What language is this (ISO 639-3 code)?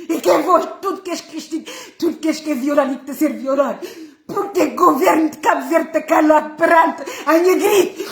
kea